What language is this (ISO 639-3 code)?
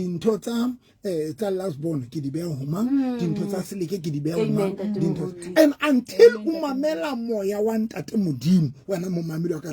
sot